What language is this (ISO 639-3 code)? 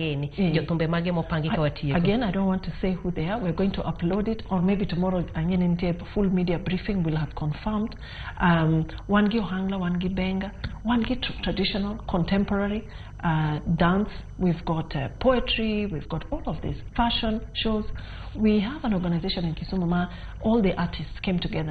luo